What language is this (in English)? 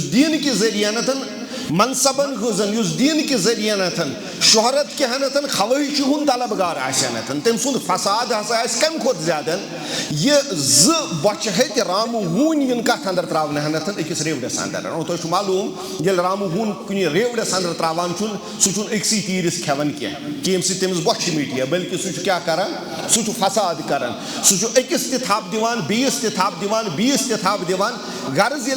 Kashmiri